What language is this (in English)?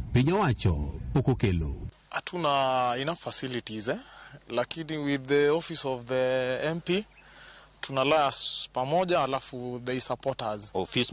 Luo (Kenya and Tanzania)